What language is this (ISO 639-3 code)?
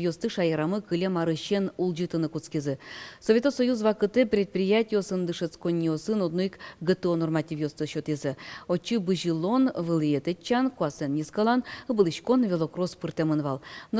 udm